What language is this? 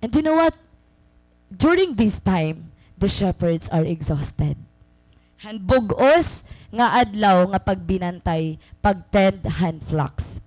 Waray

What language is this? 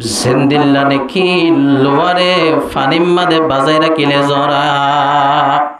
Rohingya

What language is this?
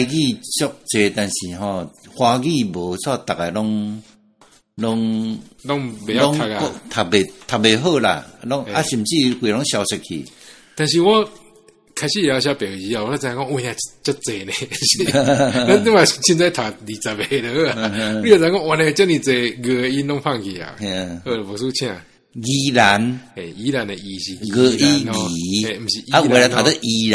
Min Nan Chinese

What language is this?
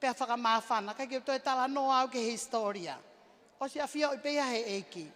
Tongan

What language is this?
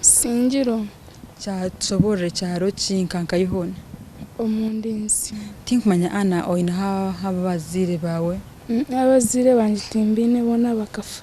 Nyankole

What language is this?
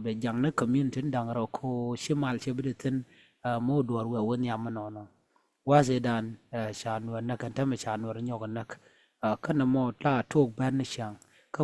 Nuer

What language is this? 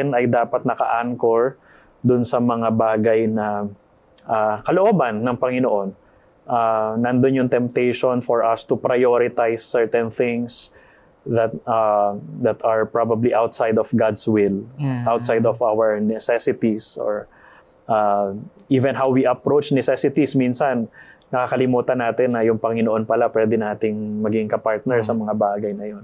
Filipino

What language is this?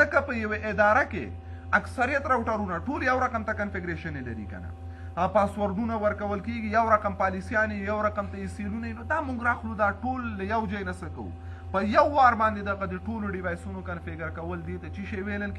Pashto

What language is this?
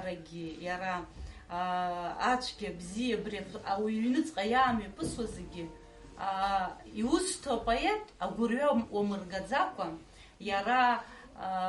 Abkhazian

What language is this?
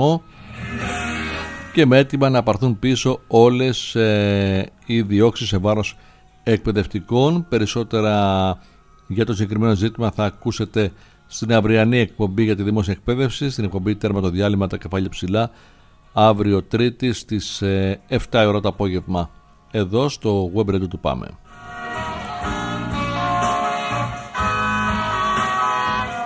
Greek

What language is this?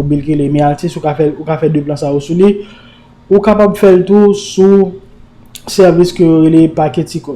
Haitian Creole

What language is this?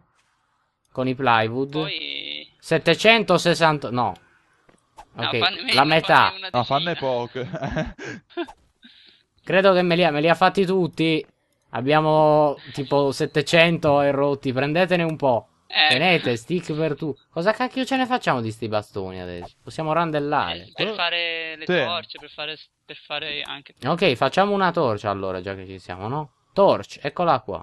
Italian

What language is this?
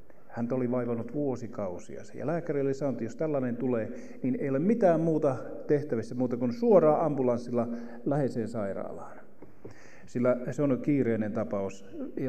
Finnish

